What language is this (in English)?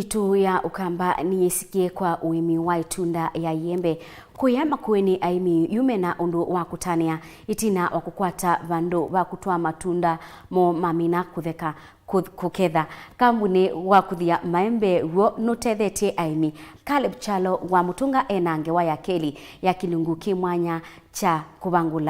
Kamba